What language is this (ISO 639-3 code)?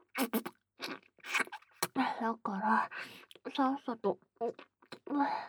jpn